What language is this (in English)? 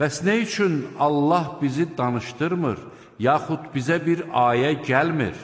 Azerbaijani